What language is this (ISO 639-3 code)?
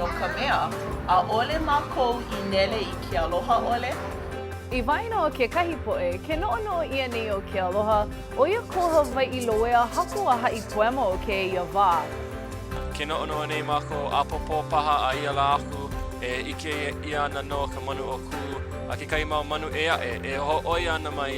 haw